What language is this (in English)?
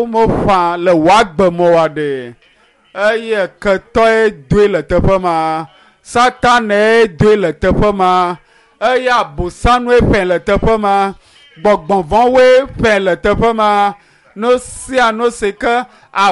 Ewe